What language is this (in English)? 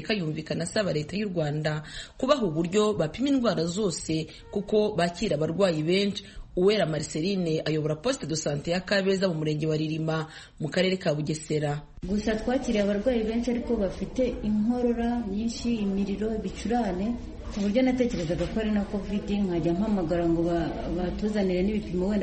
Kinyarwanda